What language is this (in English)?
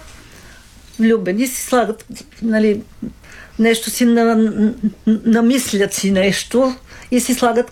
Bulgarian